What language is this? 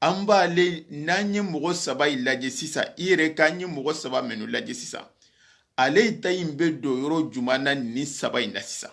Soninke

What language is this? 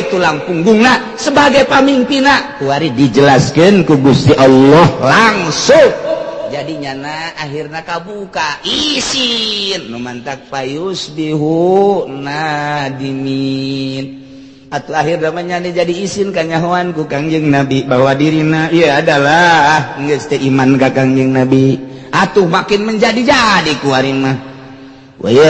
Sundanese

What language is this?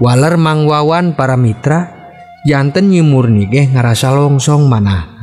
Sundanese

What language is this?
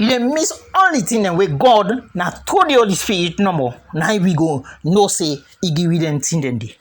Krio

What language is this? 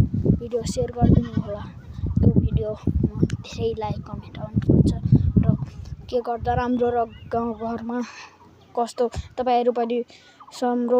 Nepali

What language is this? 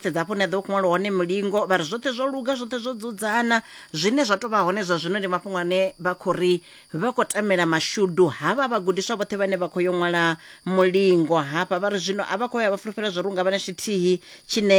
Venda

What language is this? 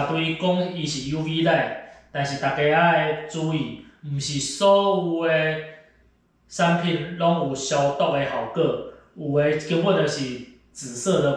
Min Nan Chinese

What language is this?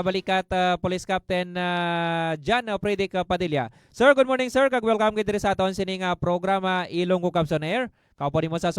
Hiligaynon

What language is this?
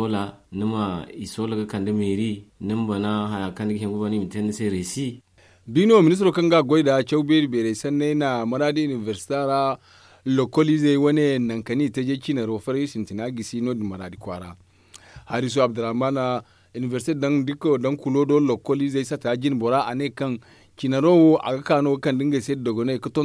Zarma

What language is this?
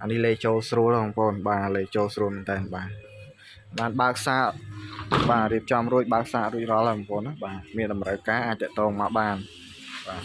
Khmer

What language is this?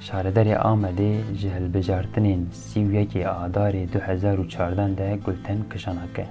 Kurdish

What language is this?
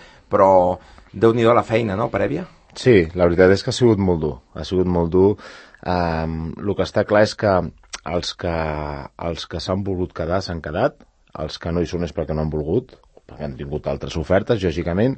Catalan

